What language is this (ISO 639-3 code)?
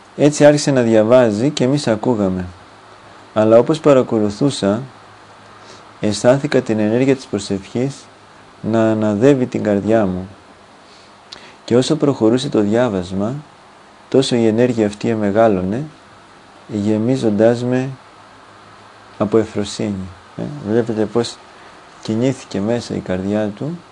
ell